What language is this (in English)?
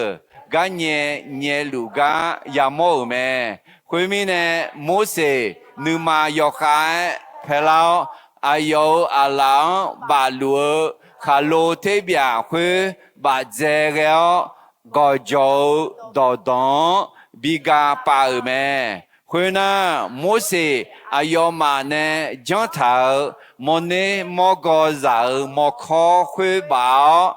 Akha